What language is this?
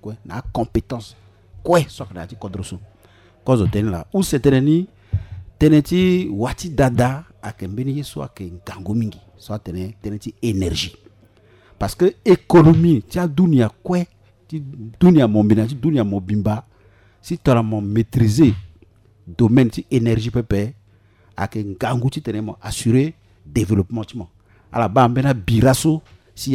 Sango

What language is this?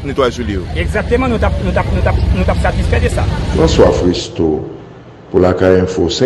Haitian Creole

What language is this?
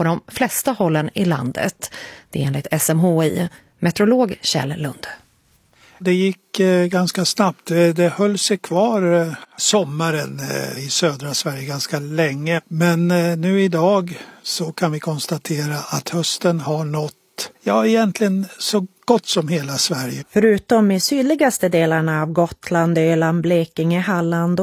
Swedish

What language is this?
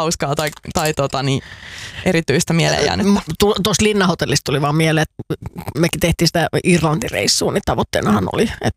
Finnish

